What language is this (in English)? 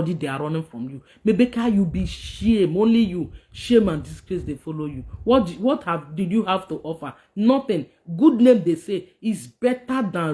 Nigerian Pidgin